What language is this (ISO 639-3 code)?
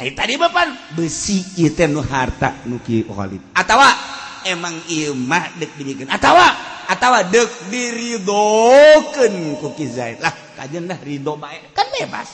sun